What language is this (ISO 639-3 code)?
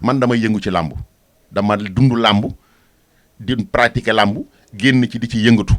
wol